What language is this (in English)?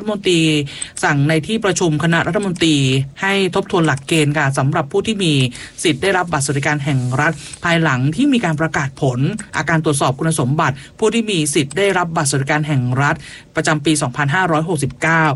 Thai